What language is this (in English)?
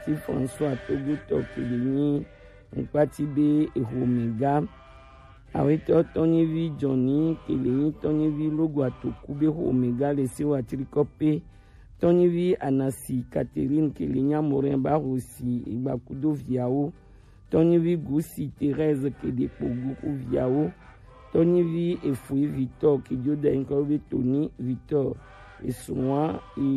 Gen